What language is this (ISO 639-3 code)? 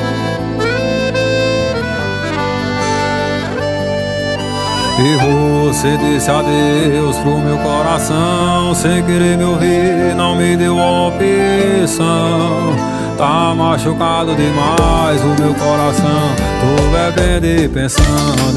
por